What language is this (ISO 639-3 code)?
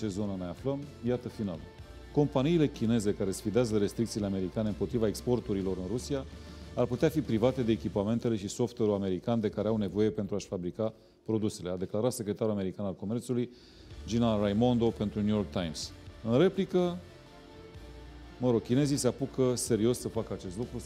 ron